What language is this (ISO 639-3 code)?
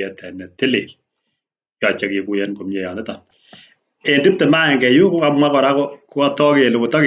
kln